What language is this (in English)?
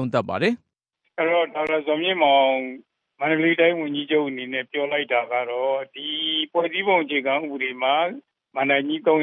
Burmese